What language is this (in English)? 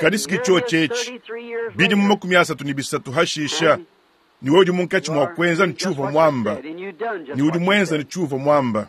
Luba-Lulua